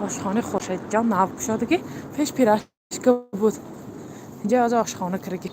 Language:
Tajik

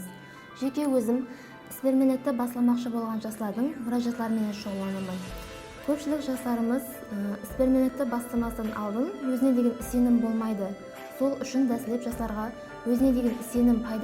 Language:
Kara-Kalpak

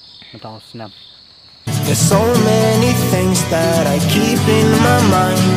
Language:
Khasi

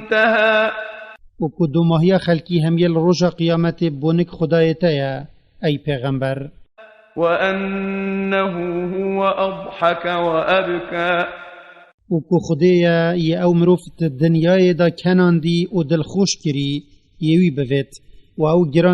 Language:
Kurdish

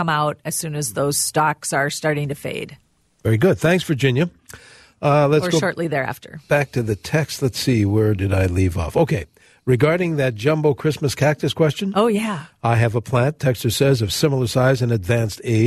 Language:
English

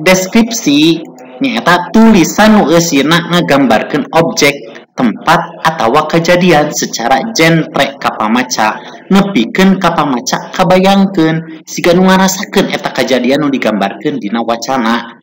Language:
Sundanese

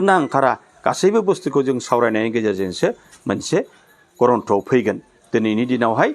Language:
Bodo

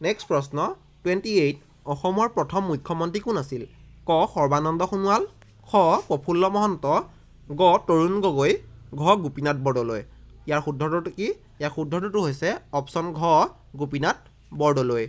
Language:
Assamese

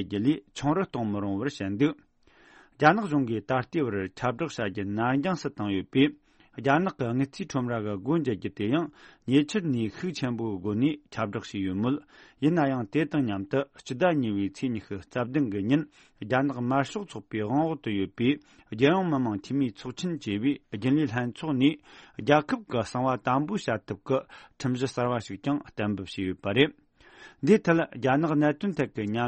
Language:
Tibetan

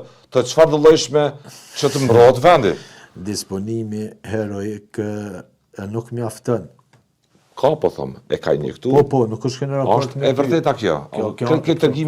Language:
Albanian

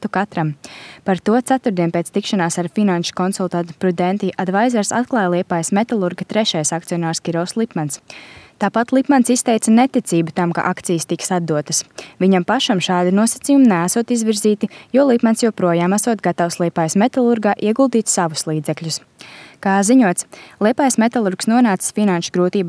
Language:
Latvian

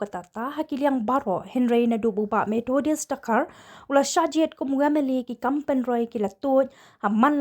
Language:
Khasi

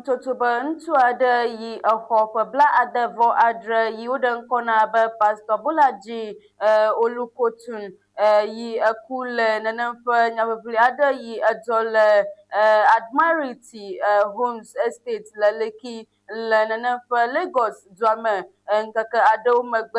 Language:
Ewe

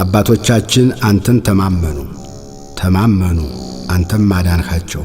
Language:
Amharic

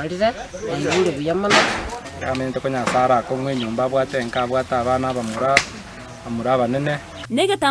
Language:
Gusii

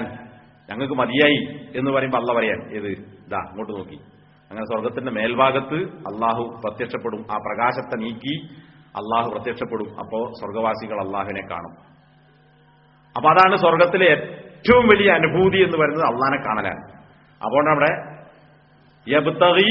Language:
Malayalam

